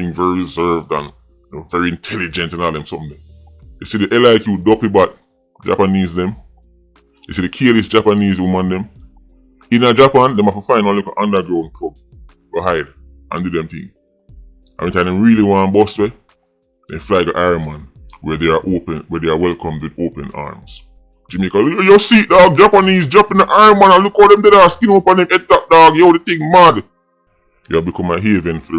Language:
Jamaican Creole English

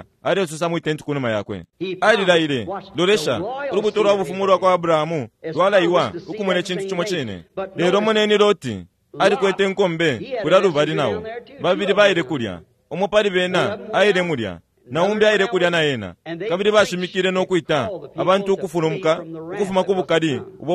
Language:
Bemba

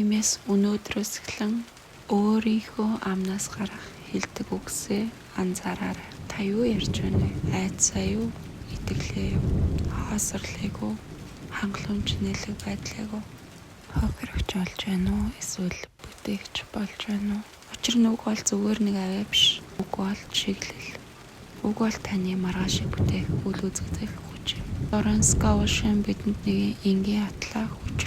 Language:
Mongolian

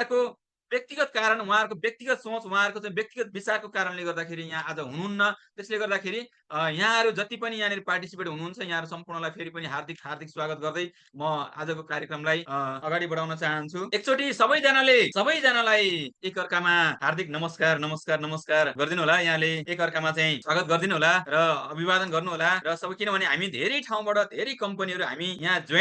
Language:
Nepali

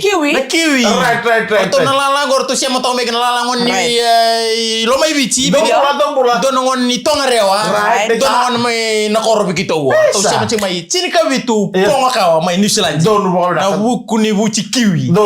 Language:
Fijian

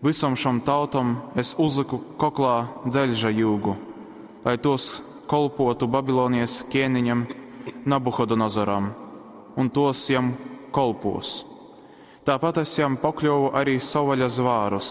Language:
Latgalian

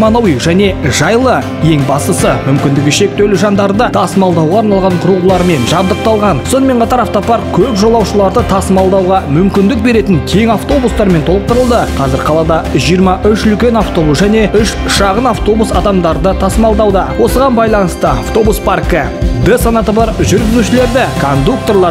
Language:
Kazakh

